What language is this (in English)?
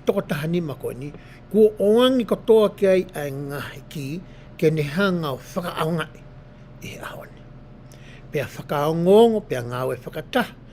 Tongan